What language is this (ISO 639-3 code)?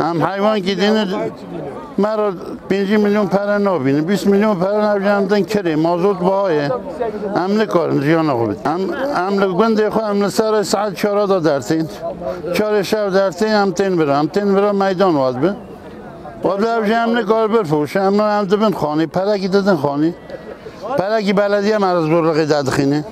kur